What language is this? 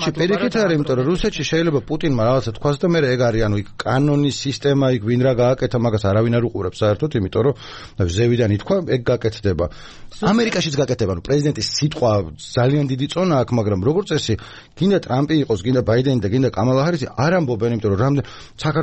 Georgian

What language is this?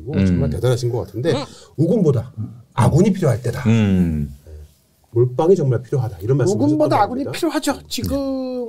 Korean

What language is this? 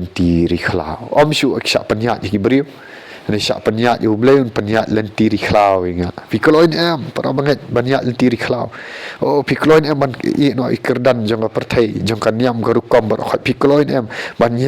Khasi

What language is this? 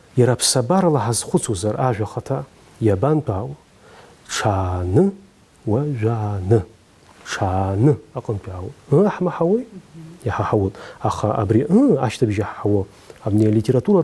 Abkhazian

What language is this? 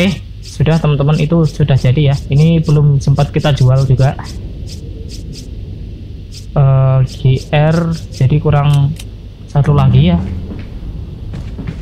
Indonesian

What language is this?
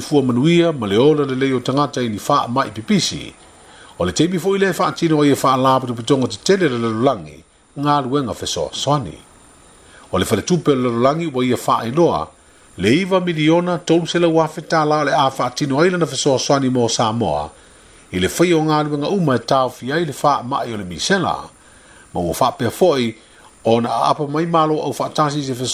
Samoan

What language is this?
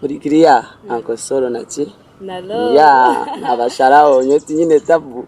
Nyankole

